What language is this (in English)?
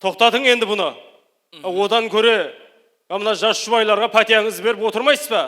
Kara-Kalpak